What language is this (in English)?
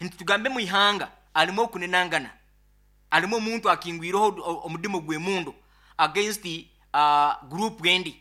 Nyoro